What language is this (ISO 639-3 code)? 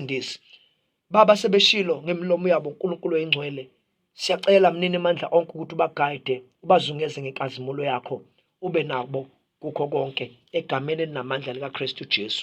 zul